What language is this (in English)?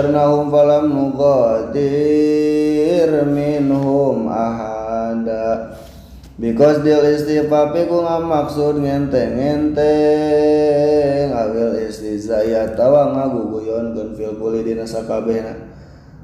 Sundanese